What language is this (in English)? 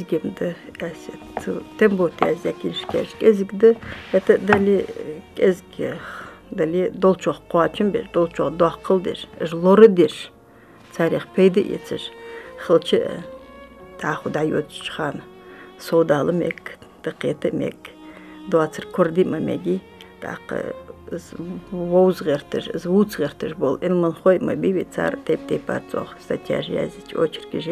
Ingush